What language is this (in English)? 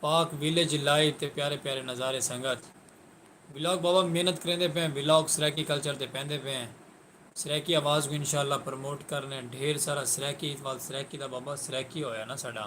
Saraiki